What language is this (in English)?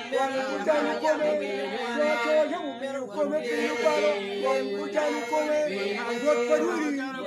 Acoli